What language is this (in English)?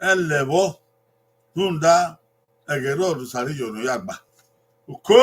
Bini